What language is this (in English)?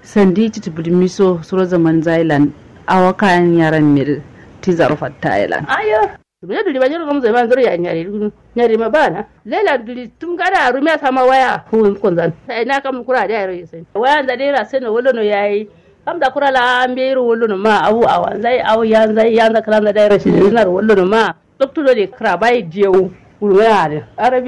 Kanuri